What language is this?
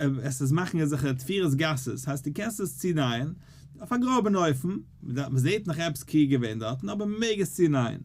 Yiddish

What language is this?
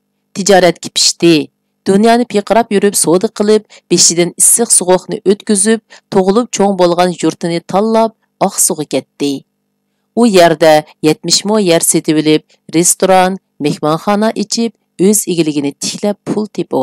Uyghur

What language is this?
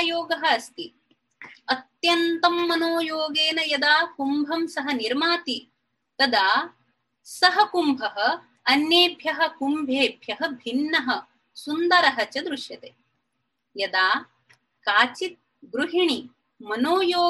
Sanskrit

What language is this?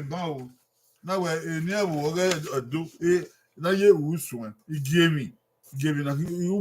Bini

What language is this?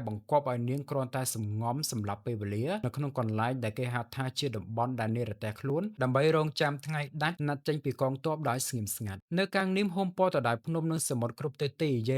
Khmer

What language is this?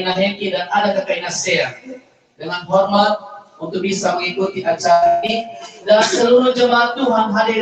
Nias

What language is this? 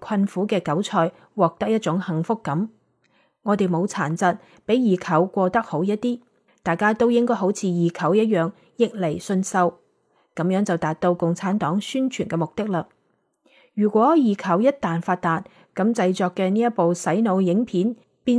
Cantonese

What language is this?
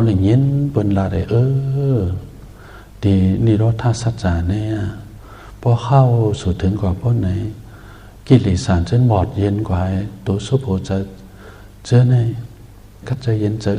Shan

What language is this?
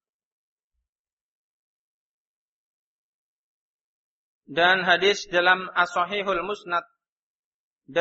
Indonesian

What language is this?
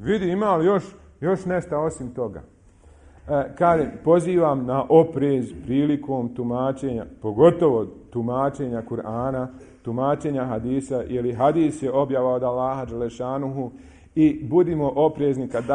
Bosnian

